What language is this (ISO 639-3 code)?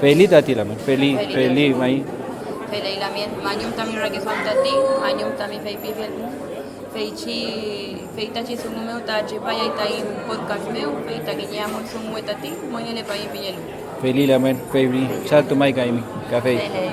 arn